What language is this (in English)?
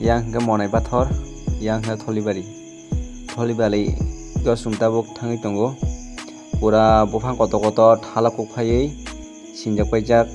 Kok Borok